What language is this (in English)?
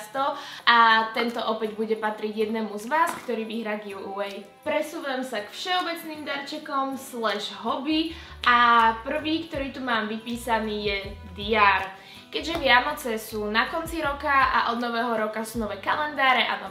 Slovak